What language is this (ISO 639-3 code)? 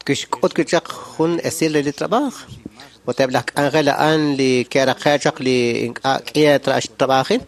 kek